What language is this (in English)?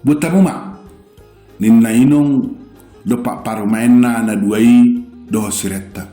Batak Toba